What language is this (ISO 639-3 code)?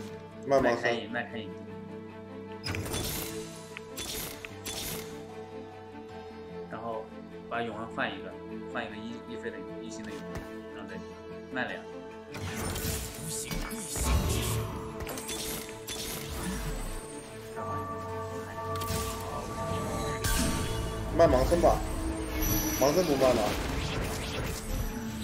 zho